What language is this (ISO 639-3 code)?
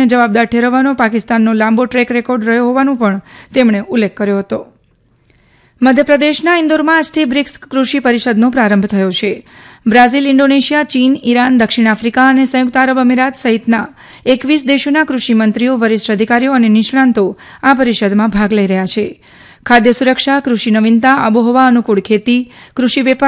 guj